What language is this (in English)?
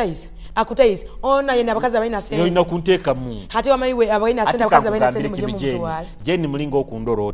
Nyoro